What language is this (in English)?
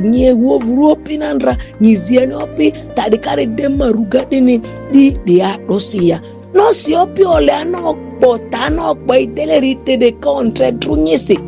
Ma'di